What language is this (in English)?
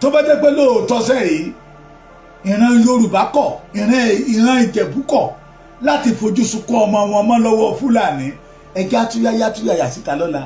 Yoruba